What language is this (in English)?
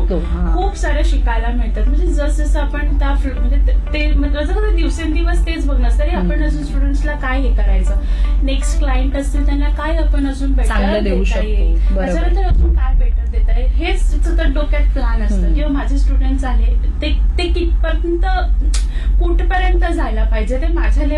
Marathi